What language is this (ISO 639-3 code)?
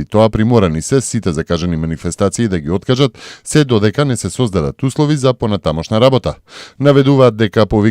mkd